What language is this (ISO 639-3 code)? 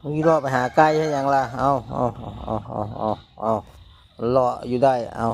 lao